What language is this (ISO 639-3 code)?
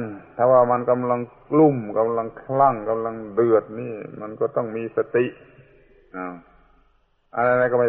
tha